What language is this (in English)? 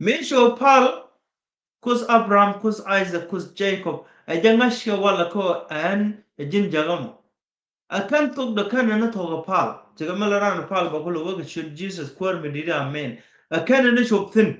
Nuer